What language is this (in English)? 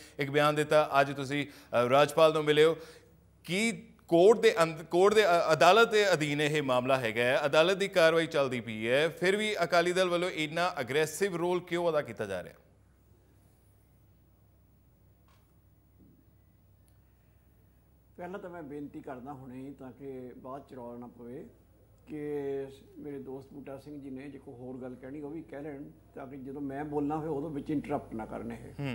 Punjabi